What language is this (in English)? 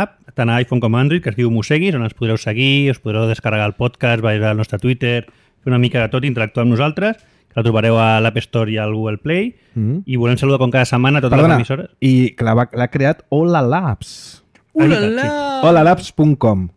Catalan